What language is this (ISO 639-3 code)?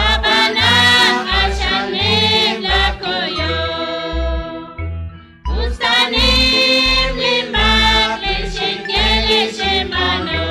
kek